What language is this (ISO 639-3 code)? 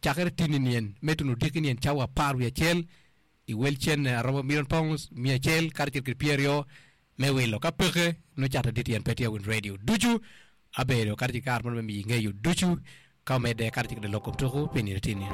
ach